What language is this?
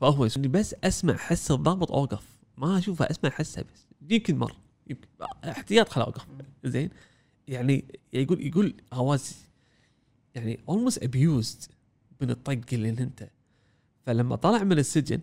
Gulf Arabic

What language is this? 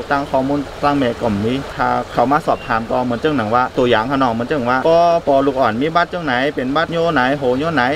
Shan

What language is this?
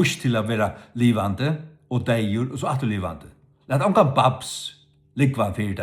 Faroese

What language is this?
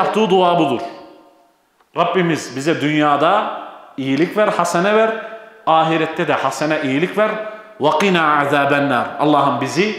Turkish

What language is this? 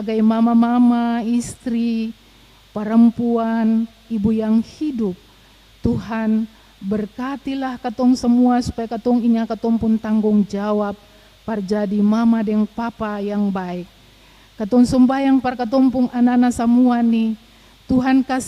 Ambonese Malay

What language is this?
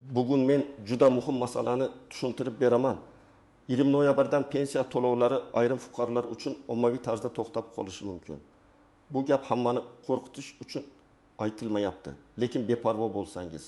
Uzbek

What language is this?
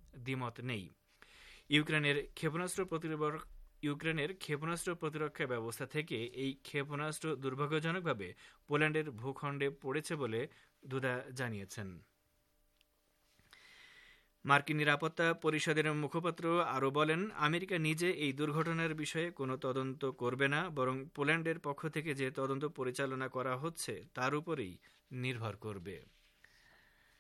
Bangla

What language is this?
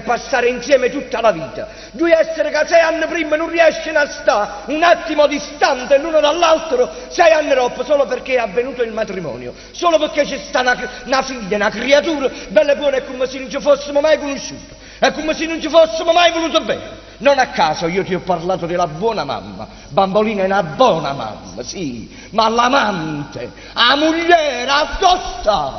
Neapolitan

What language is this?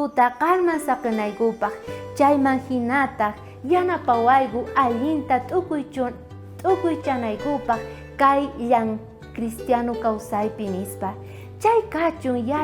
South Bolivian Quechua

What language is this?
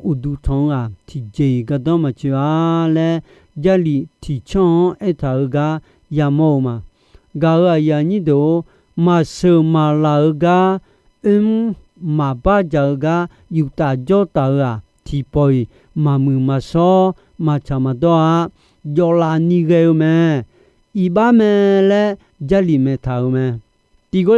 Akha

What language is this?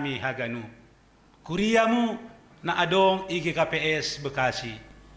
Batak Simalungun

